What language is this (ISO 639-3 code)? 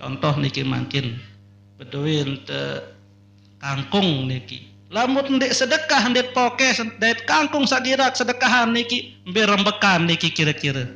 sas